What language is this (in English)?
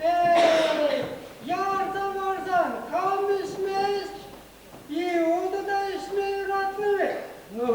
Chuvash